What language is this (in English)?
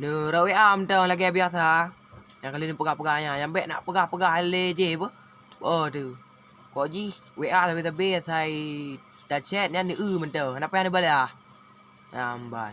Achinese